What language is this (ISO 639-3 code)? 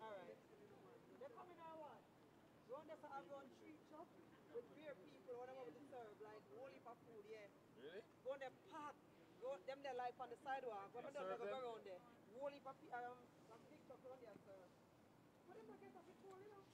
jam